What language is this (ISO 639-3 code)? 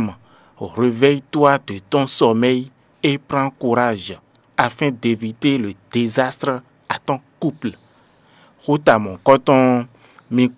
fon